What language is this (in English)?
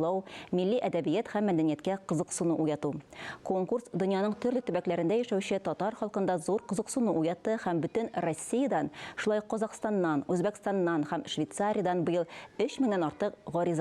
Tatar